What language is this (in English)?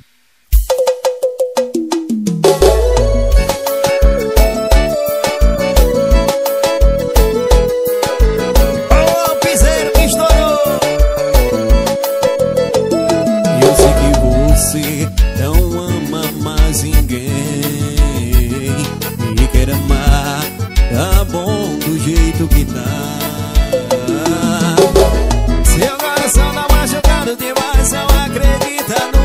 Portuguese